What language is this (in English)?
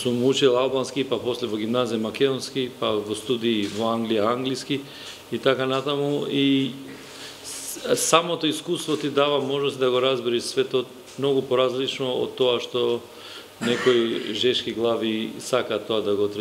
Macedonian